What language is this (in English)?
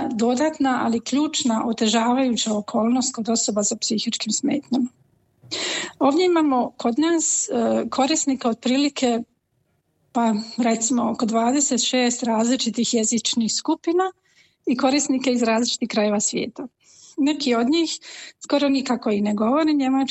Croatian